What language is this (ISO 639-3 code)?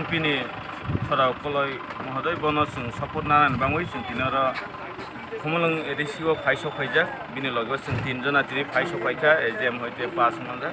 trp